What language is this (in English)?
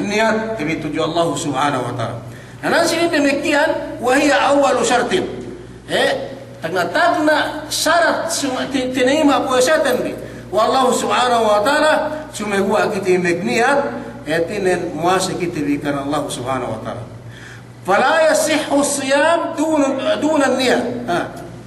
Yakan